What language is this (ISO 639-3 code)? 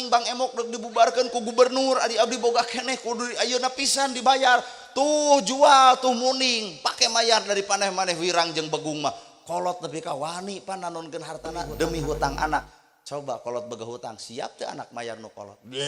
sun